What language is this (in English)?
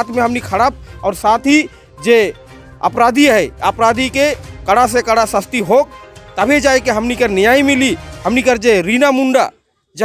Sadri